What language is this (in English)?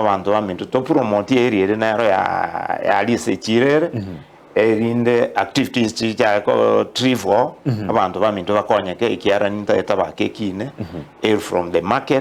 Gusii